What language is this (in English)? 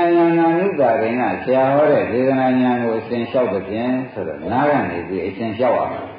Burmese